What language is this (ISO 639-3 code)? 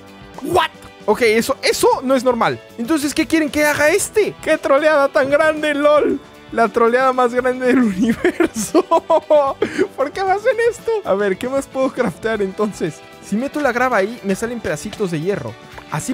spa